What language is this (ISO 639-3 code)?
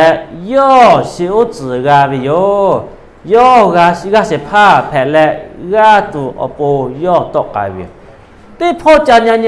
lhu